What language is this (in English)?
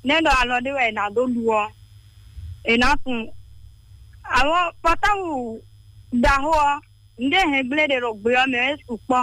Fon